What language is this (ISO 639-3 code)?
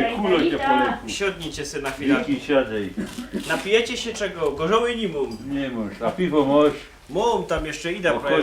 szl